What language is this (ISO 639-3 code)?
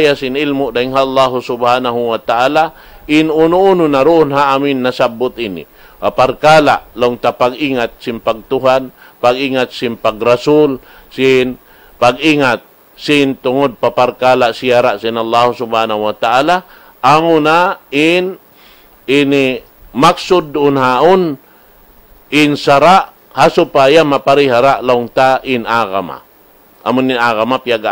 tsg